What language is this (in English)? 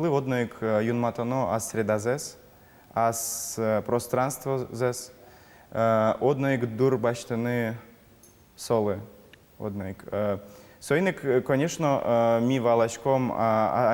Udmurt